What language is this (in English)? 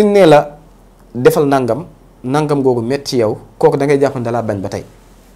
Wolof